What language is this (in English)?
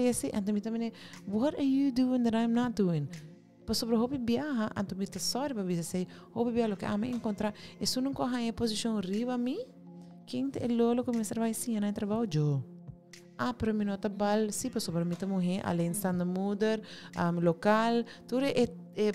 Papiamento